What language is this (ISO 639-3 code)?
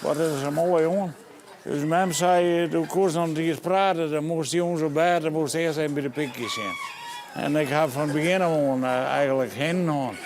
fry